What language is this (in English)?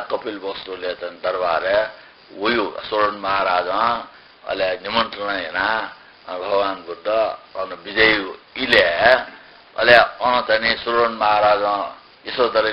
Newari